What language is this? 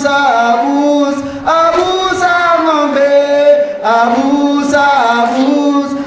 Nyanja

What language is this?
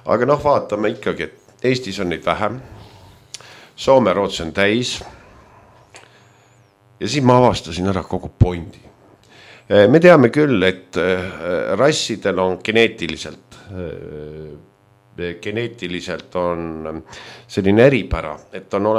Estonian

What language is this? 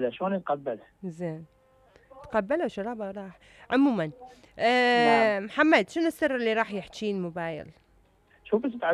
Mesopotamian Arabic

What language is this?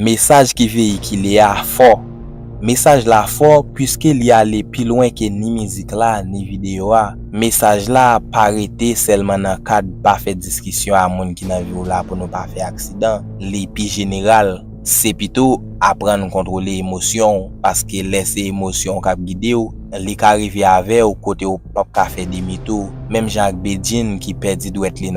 Haitian Creole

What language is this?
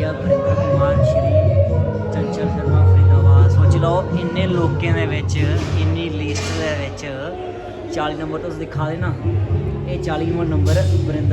Dogri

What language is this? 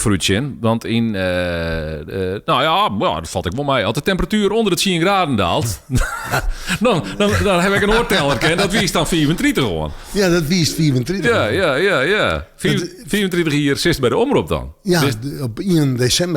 Western Frisian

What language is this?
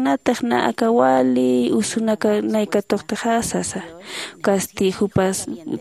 Aymara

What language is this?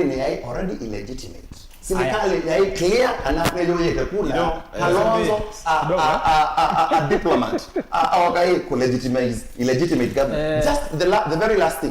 Kamba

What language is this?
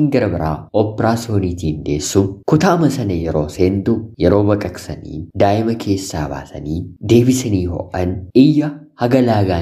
Oromo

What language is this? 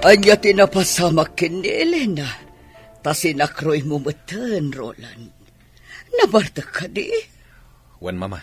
Iloko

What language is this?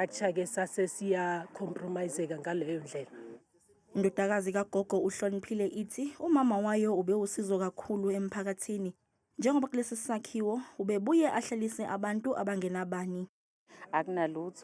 Zulu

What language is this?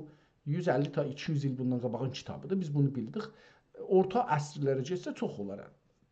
South Azerbaijani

